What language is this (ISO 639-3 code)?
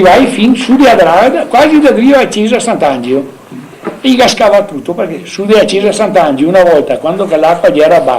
vec